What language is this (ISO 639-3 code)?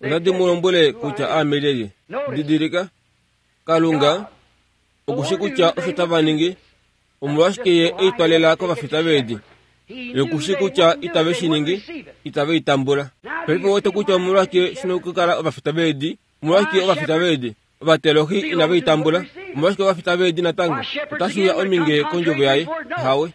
kua